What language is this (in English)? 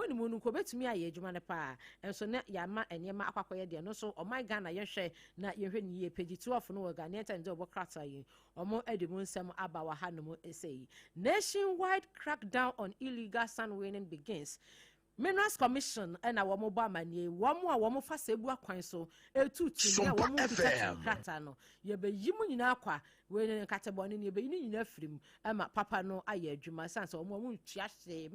Akan